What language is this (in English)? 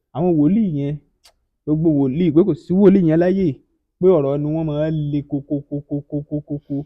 Yoruba